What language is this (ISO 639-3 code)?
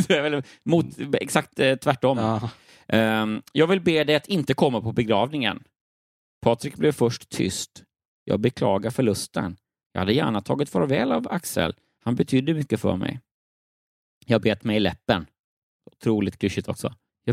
swe